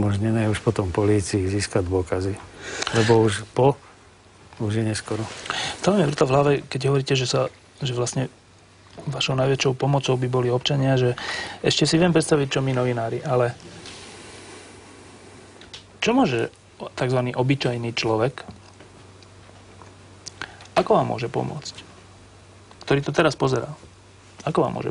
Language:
Slovak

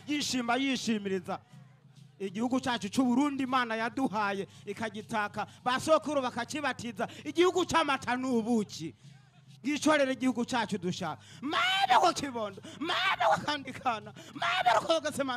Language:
Rundi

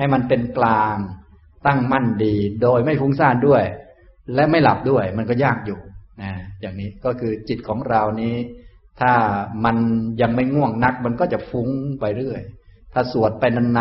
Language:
Thai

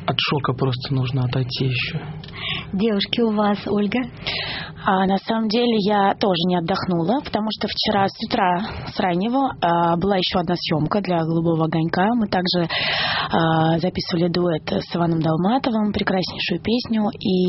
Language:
Russian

